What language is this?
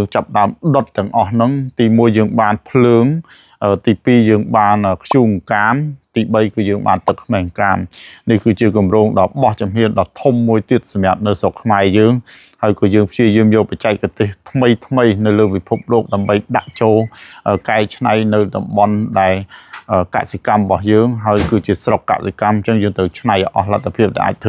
Khmer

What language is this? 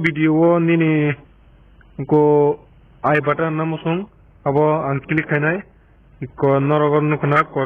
Kok Borok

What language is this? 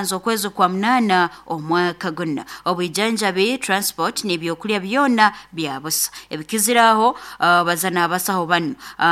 Nyoro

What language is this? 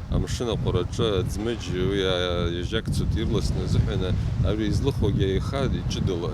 Abkhazian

